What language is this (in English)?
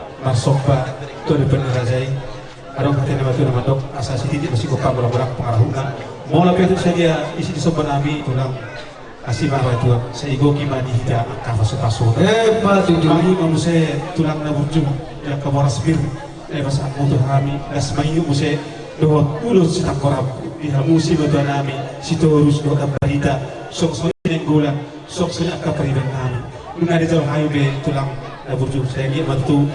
Batak Toba